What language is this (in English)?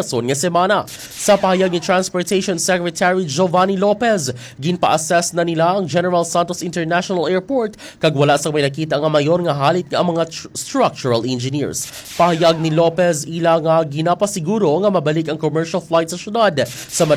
Hiligaynon